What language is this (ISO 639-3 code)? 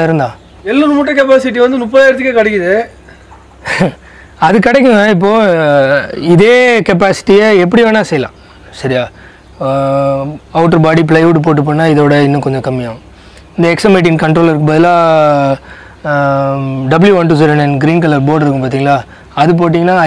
tam